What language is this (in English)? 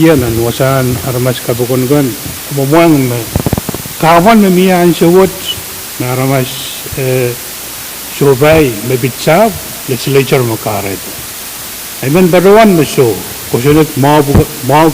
Pohnpeian